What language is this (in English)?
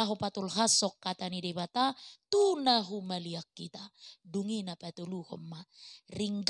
Batak Toba